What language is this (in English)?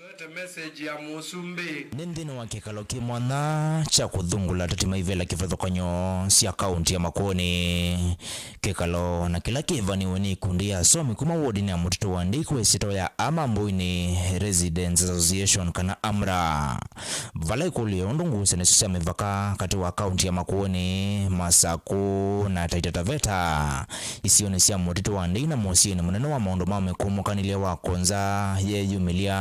Kamba